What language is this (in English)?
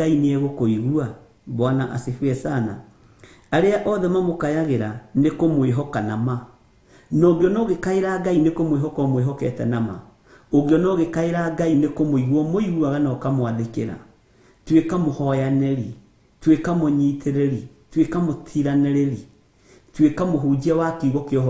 Kikuyu